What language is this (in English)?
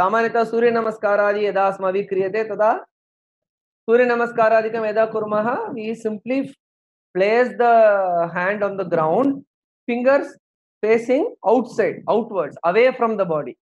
Sanskrit